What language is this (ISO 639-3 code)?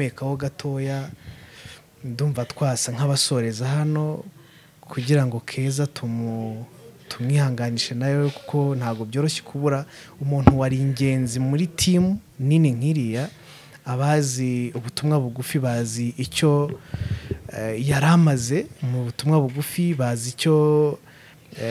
kin